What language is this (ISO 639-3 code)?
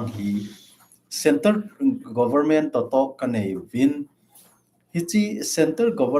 tcz